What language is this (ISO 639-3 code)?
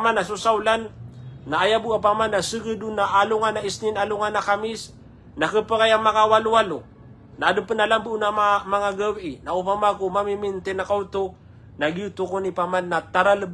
mrw